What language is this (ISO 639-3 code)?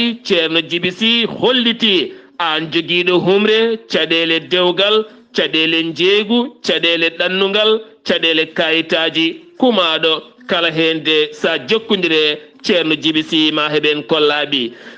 ful